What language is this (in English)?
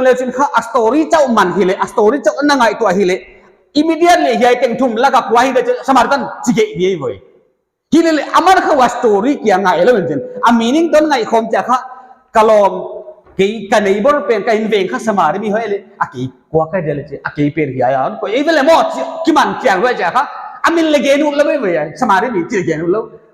Paite Chin